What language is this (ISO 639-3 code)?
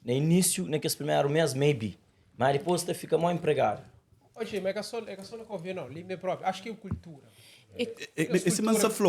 kea